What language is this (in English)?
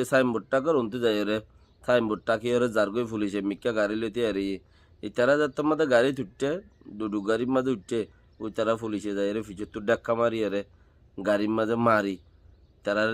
Rohingya